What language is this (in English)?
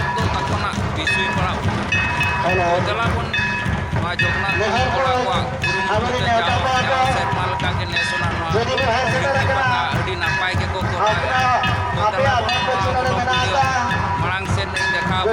Santali